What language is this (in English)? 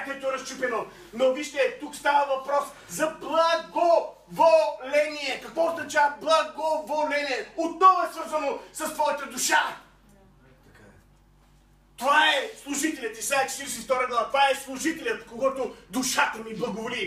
Bulgarian